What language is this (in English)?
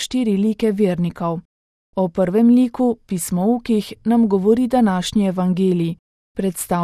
Slovenian